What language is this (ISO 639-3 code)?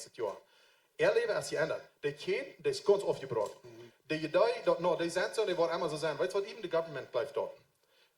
pdt